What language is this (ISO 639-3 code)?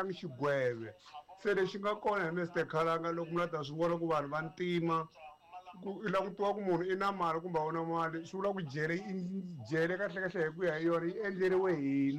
tso